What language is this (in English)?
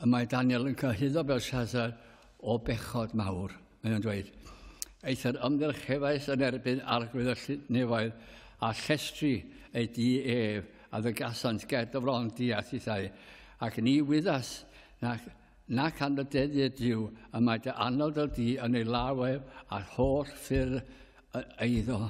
Welsh